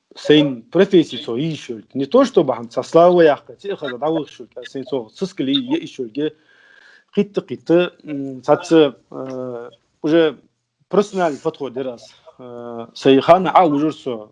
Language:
Ingush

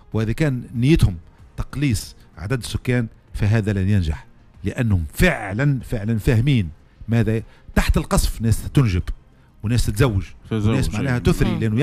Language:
Tunisian Arabic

